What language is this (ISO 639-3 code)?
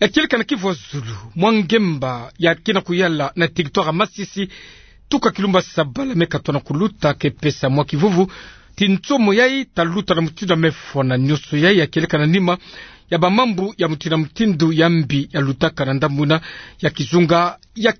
ktu